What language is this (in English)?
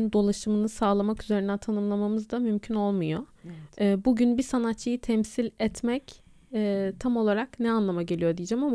Turkish